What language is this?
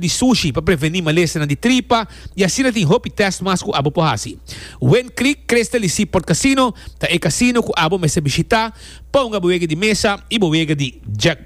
Papiamento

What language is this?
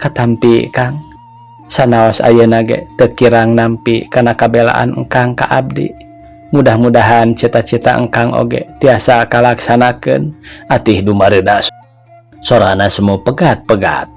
Sundanese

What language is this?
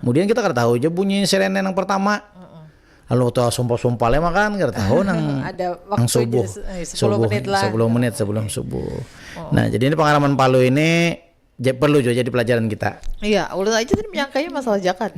Banjar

